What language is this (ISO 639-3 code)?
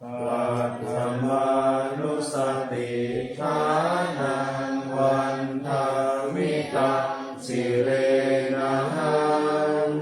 pli